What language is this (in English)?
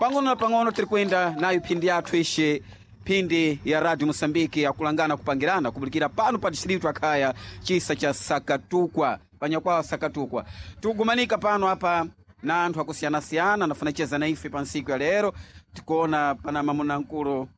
Sena